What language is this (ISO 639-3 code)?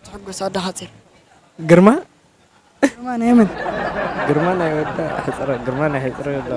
tir